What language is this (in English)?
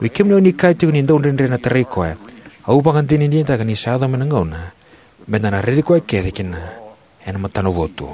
Fijian